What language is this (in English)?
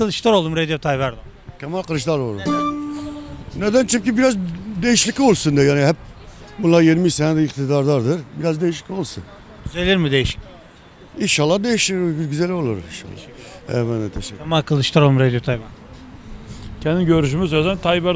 Turkish